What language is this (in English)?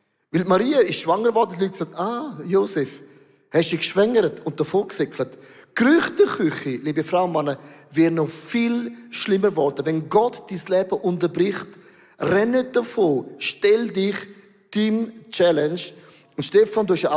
Swiss German